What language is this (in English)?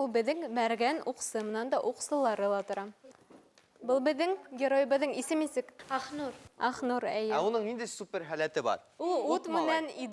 Bashkir